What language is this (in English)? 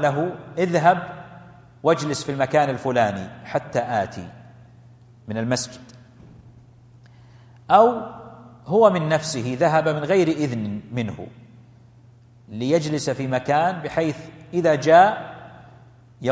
Arabic